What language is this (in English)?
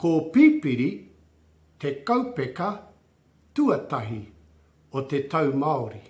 Māori